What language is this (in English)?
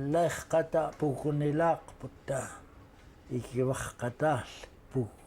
Central Yupik